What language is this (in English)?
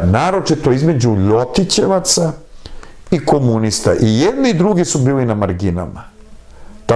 Serbian